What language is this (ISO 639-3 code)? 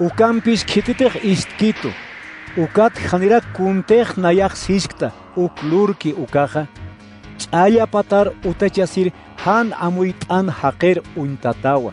aym